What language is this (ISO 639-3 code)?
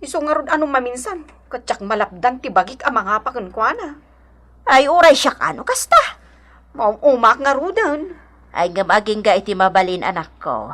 ilo